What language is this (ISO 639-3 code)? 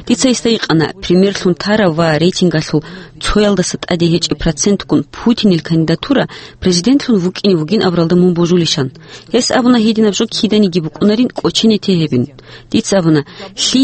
ava